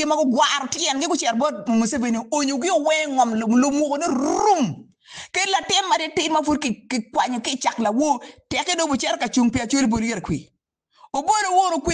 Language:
Acoli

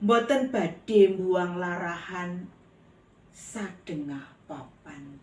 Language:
Javanese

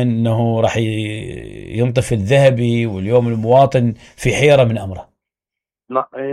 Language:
Mesopotamian Arabic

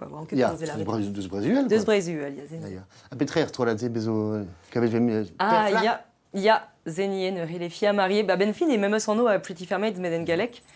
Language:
Breton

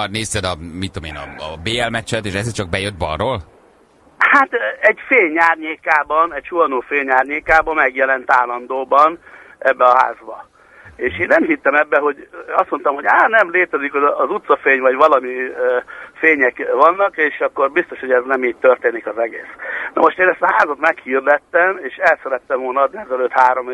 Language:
Hungarian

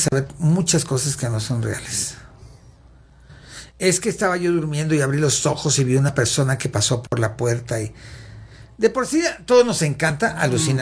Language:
Spanish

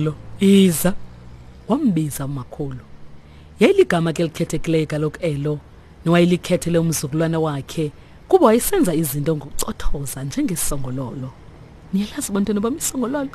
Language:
Xhosa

